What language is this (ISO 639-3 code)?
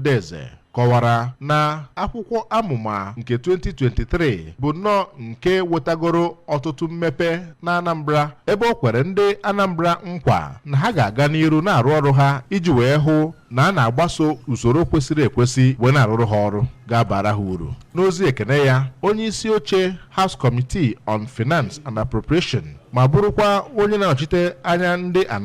ibo